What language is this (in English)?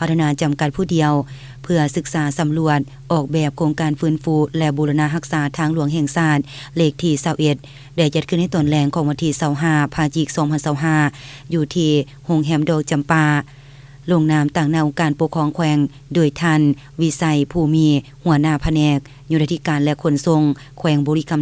Lao